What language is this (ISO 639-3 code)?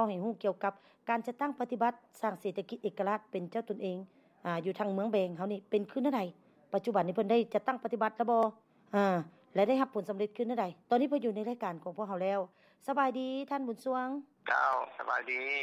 lao